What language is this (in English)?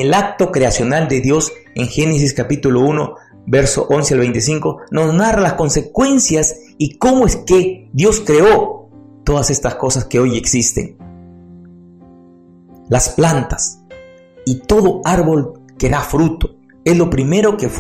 Spanish